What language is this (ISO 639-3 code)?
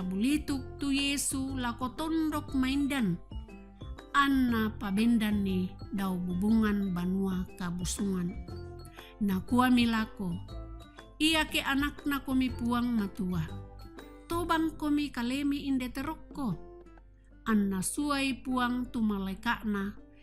sda